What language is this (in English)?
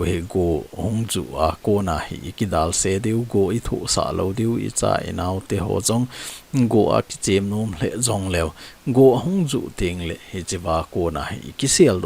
Thado Chin